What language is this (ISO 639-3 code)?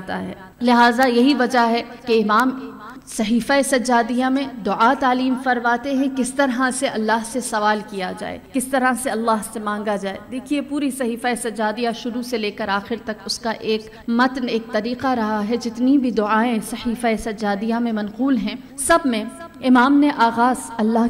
urd